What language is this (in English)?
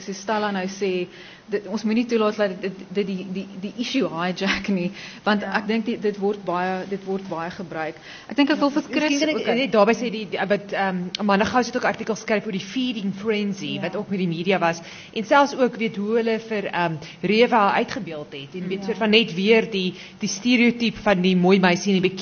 Afrikaans